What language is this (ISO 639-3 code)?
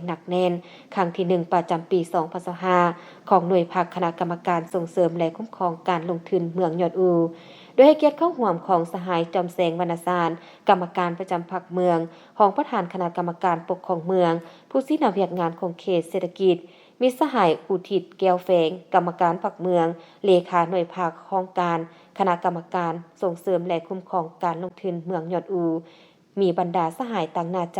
lao